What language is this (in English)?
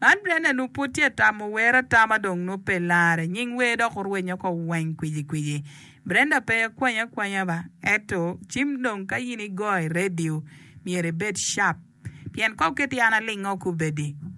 Acoli